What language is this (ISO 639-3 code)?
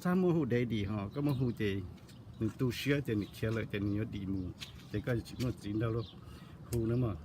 hmn